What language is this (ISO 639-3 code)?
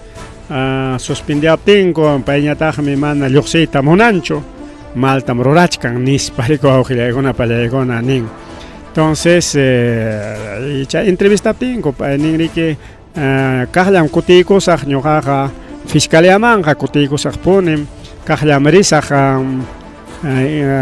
quy